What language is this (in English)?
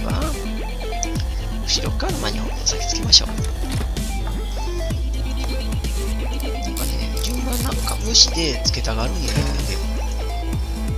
Japanese